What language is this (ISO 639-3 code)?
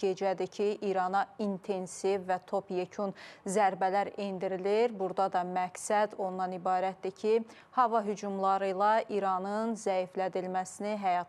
aze